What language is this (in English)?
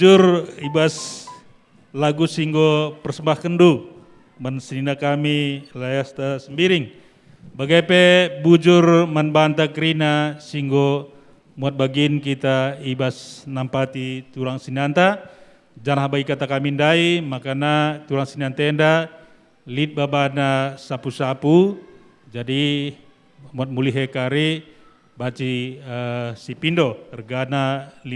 Batak Karo